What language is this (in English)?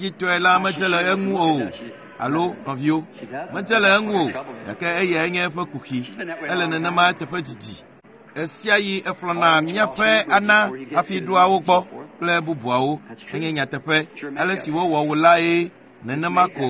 Ewe